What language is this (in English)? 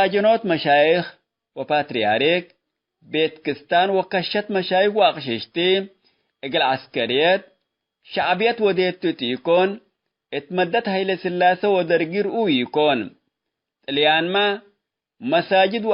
Tigre